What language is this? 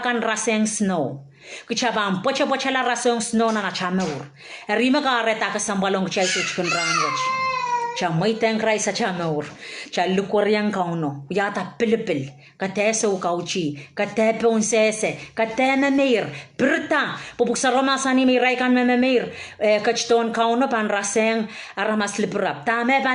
Pohnpeian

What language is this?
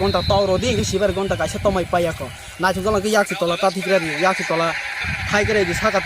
Kok Borok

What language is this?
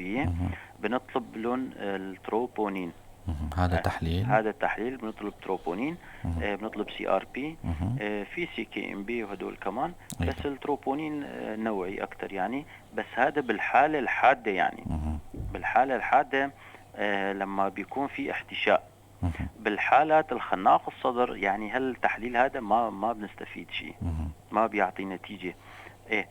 North Levantine Arabic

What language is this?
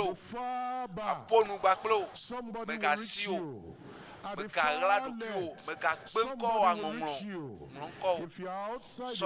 Ewe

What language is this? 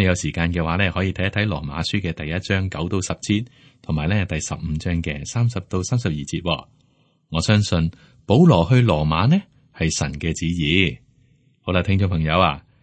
Cantonese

